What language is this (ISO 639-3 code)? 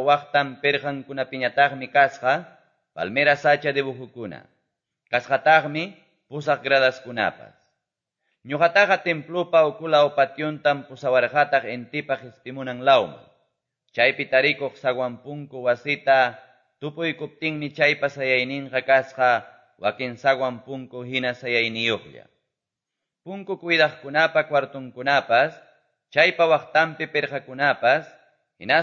que